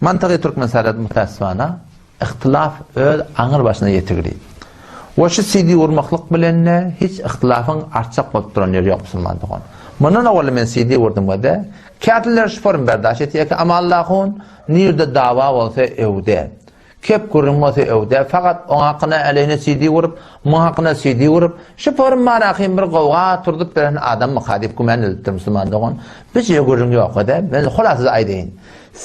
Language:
Turkmen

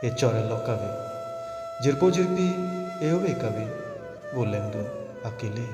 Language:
Karbi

